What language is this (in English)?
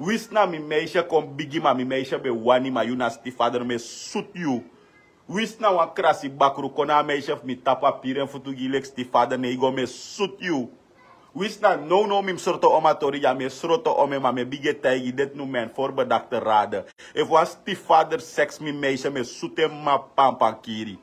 Sranan Tongo